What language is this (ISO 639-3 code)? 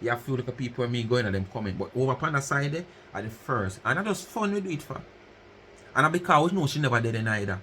jam